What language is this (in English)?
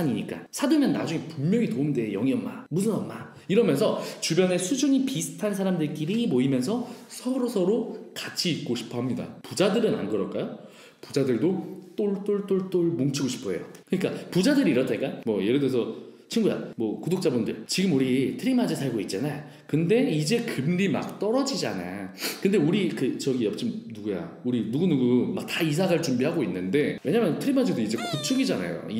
Korean